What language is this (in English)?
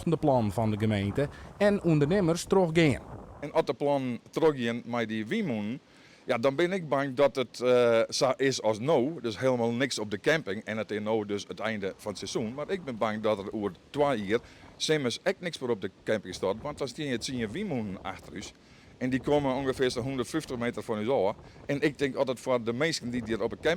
Western Frisian